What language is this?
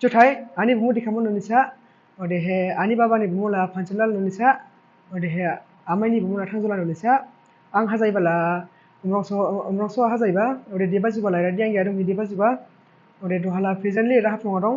Dimasa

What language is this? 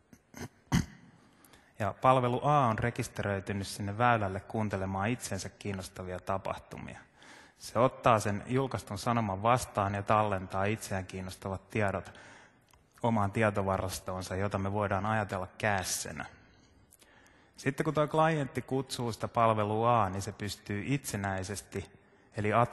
Finnish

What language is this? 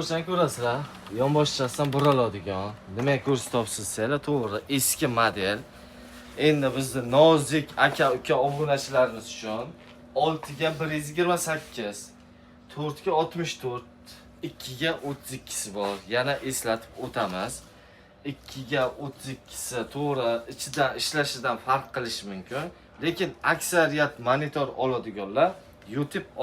Uzbek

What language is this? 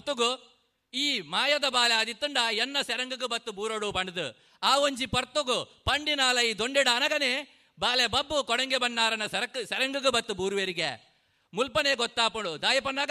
Tulu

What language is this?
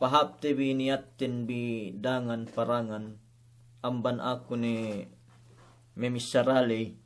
Yakan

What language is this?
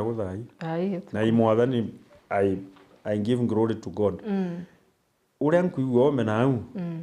Meru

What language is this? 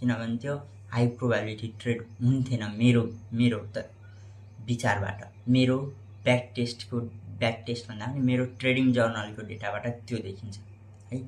Nepali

